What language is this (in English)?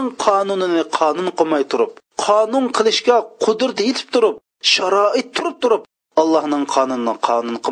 Uyghur